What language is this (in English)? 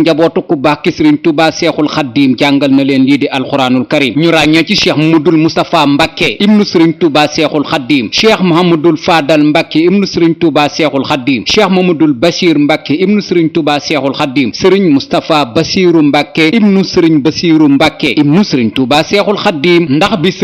Wolof